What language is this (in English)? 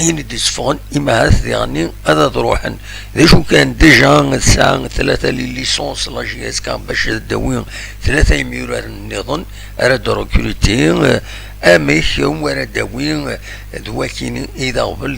Kabyle